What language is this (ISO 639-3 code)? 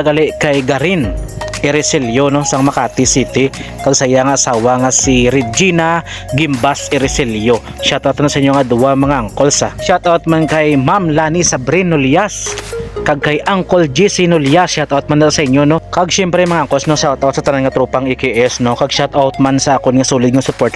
hil